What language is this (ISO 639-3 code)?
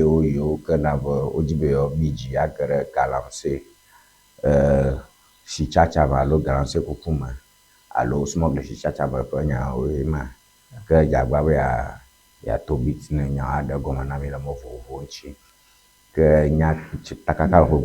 ewe